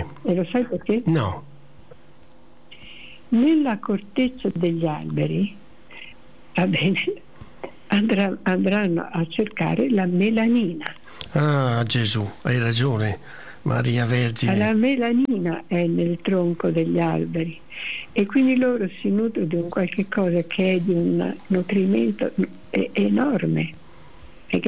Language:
Italian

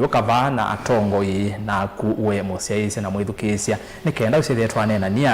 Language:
Kamba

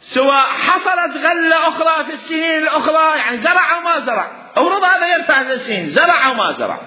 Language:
Mesopotamian Arabic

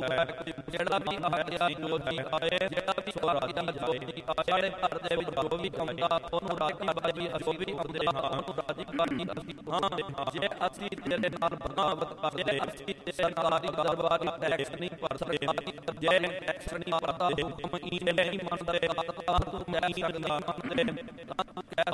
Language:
Punjabi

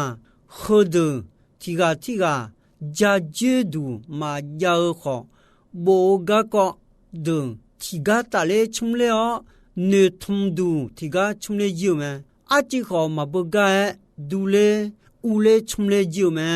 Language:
Akha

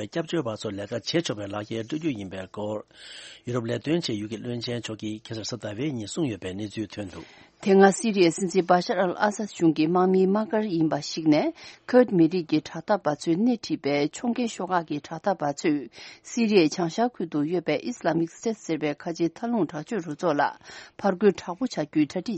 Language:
Tibetan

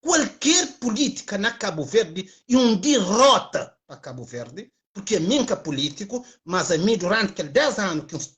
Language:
Kabuverdianu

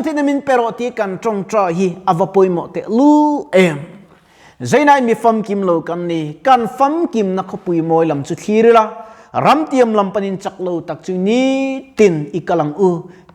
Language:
Mizo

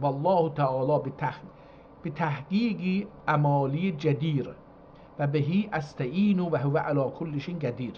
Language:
South Azerbaijani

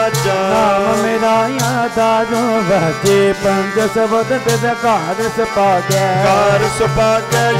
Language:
Punjabi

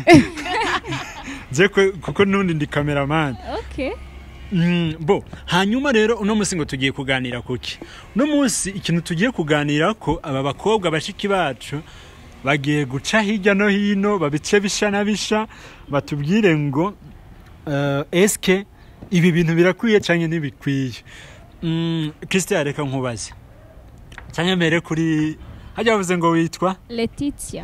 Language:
Kinyarwanda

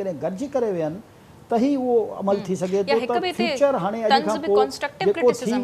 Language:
Sindhi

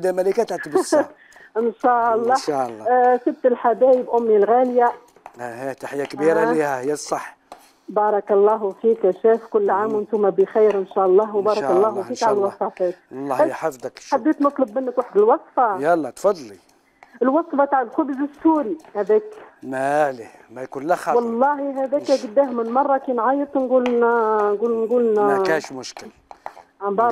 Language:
Algerian Arabic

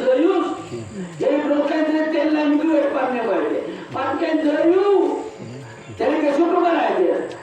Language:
Kashmiri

